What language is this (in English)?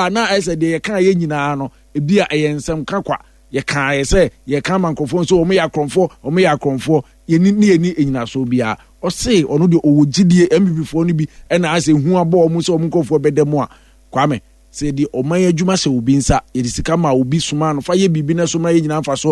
Akan